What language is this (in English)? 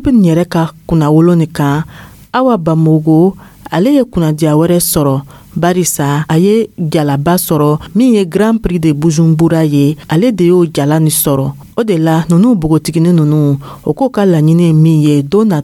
Dyula